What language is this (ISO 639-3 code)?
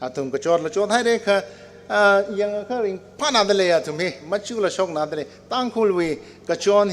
nmf